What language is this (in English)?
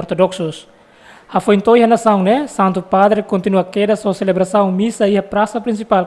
Tetum